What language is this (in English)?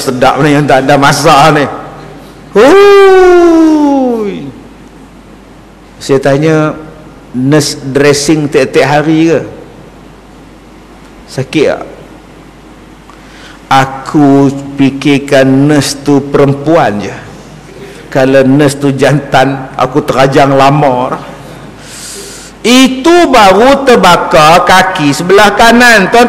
Malay